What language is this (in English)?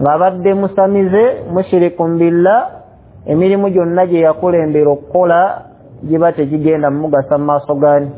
Ganda